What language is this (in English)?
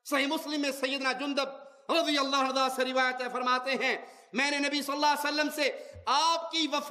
Urdu